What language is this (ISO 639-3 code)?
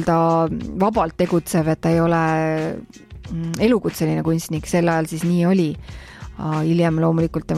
est